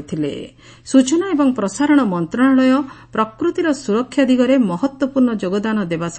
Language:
Odia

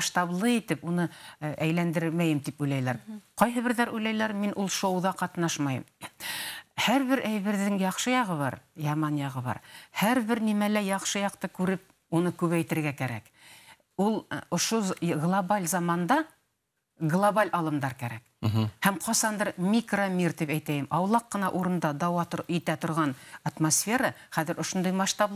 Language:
Bashkir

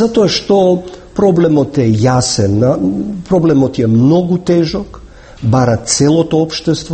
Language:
Macedonian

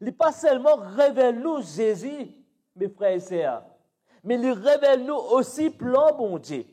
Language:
Morisyen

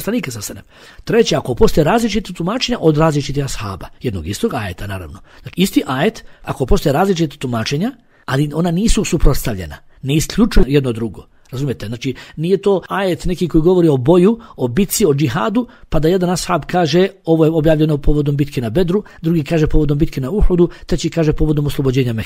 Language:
Bosnian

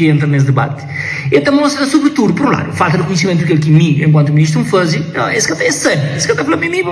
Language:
Kabuverdianu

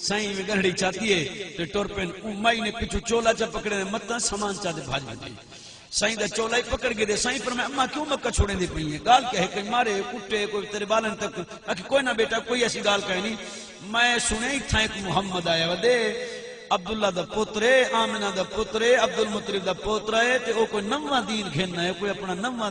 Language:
Saraiki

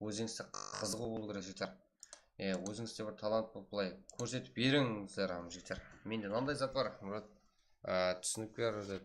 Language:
Kara-Kalpak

